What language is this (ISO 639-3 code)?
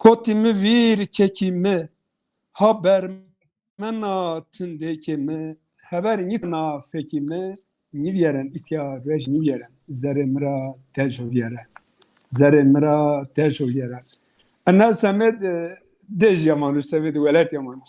zza